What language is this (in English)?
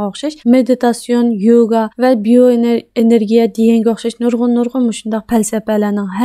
Uyghur